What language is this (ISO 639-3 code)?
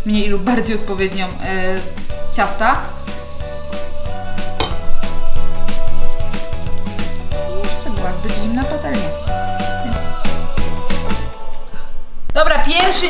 pol